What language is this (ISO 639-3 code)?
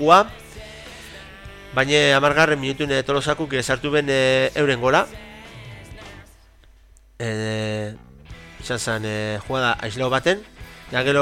eus